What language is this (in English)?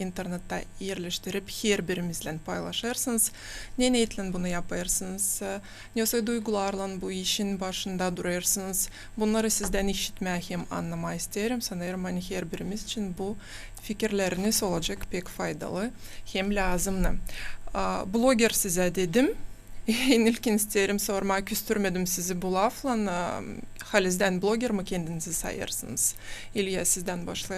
Gagauz